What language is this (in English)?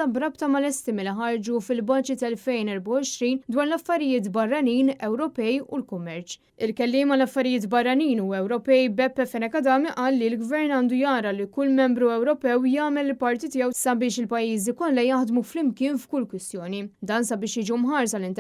Maltese